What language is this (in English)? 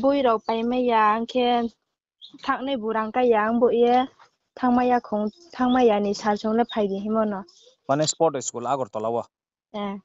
Riang (India)